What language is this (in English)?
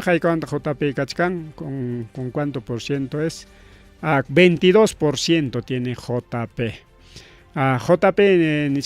Ayacucho Quechua